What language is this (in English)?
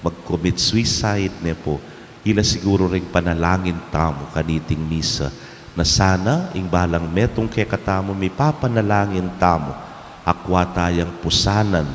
Pampanga